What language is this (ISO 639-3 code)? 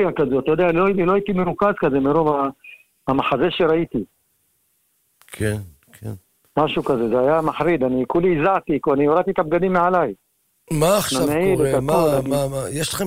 heb